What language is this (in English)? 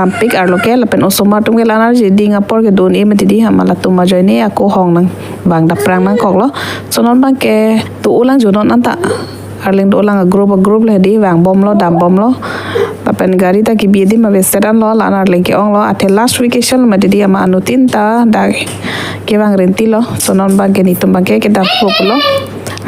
Karbi